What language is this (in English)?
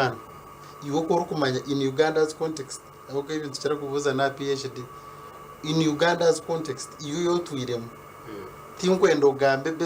Nyankole